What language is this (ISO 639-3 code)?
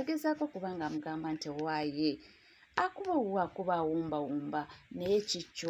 lug